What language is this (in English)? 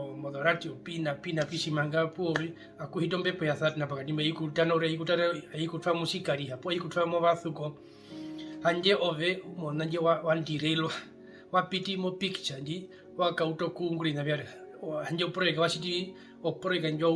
Herero